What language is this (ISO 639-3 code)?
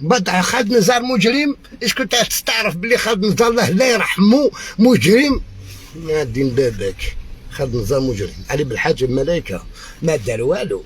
arq